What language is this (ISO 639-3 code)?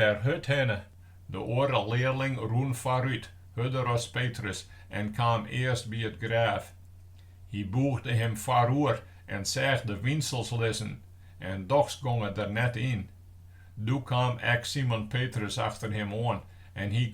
fry